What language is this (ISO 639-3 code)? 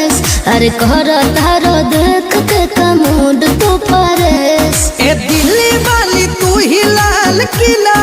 mai